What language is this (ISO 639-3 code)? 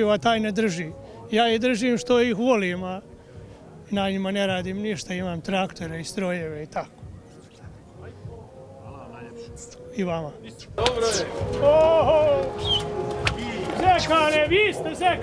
hrv